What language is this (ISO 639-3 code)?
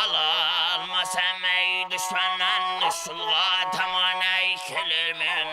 kaa